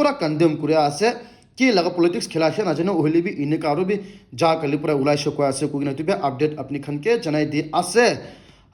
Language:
Naga Pidgin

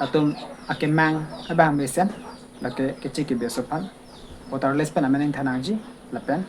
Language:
Karbi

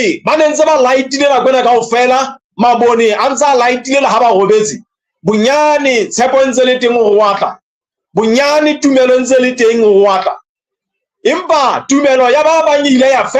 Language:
Southern Sotho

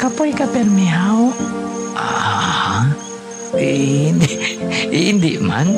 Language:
Hiligaynon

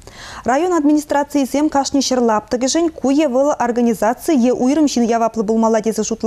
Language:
Chuvash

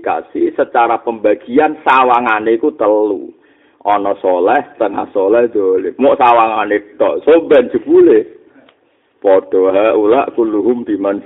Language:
Javanese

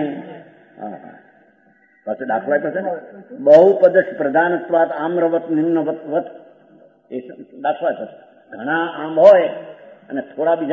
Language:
Gujarati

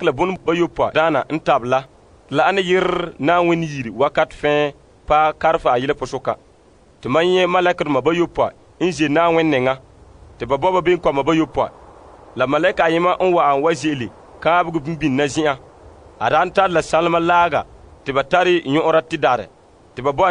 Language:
Frafra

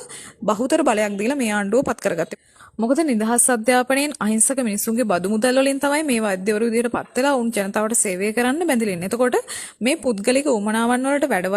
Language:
Sinhala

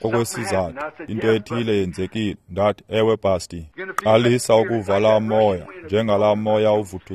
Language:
Xhosa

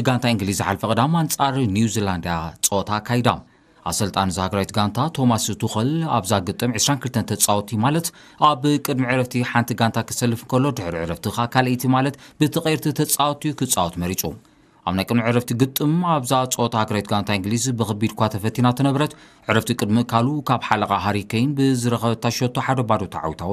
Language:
Tigrinya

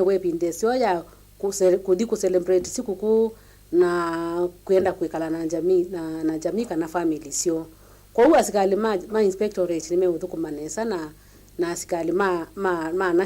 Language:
Kamba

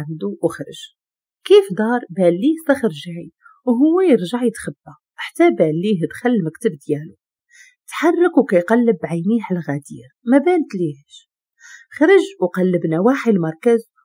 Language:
Moroccan Arabic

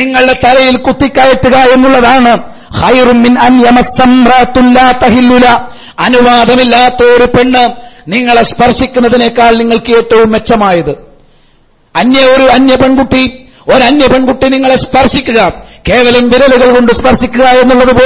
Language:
Malayalam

